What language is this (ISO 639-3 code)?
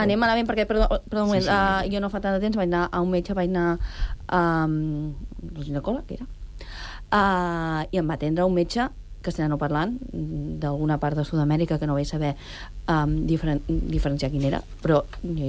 cat